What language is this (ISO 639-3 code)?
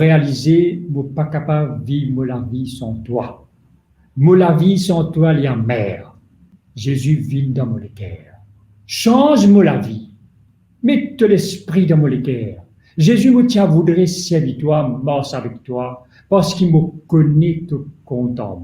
mfe